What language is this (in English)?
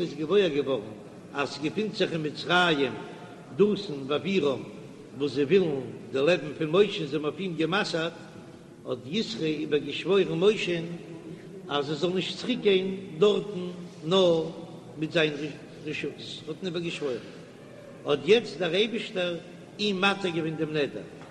Yiddish